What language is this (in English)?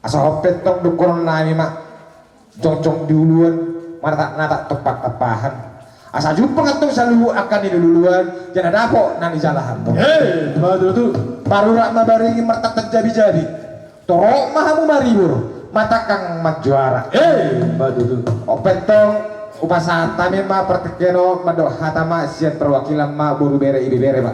Batak Toba